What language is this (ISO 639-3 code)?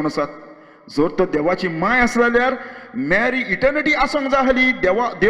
kok